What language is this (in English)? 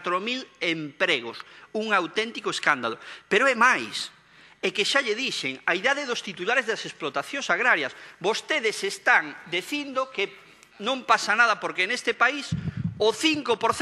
Galician